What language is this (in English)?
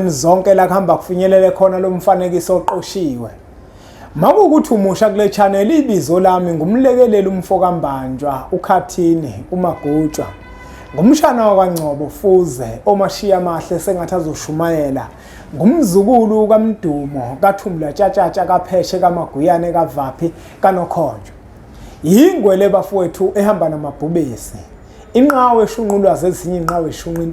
Zulu